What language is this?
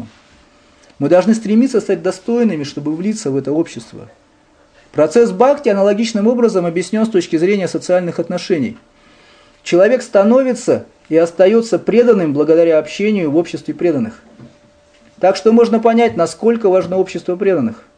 Russian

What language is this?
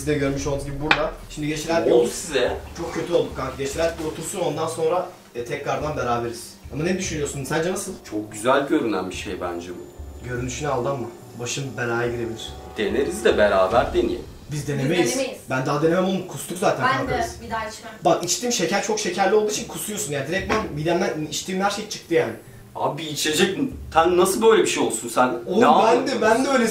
Turkish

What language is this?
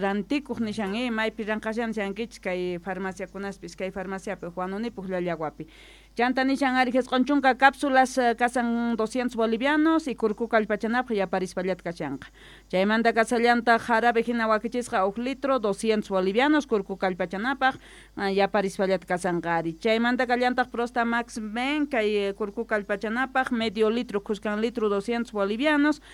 Quechua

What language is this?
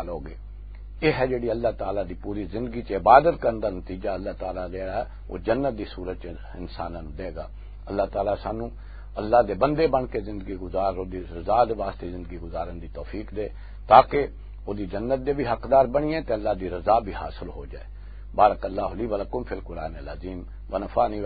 Western Panjabi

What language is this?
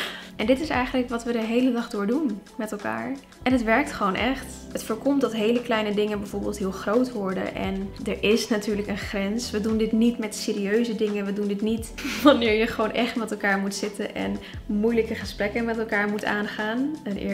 Dutch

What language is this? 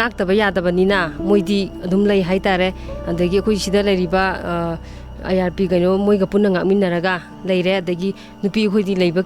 Manipuri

